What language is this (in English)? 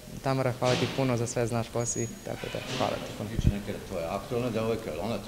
Serbian